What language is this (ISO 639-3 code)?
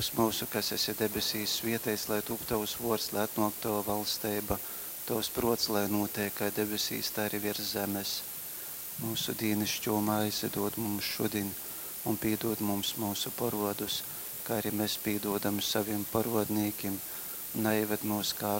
ltg